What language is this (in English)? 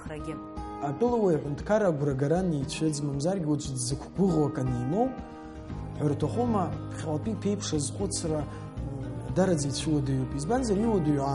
Abkhazian